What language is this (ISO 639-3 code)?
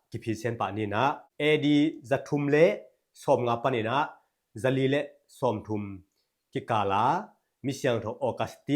ctd